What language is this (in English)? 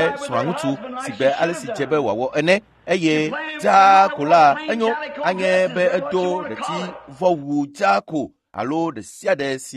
Ewe